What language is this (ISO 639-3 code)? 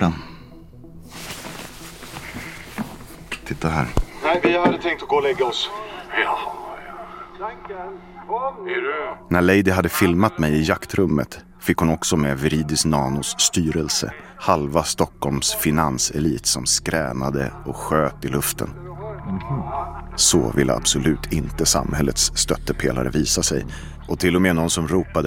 swe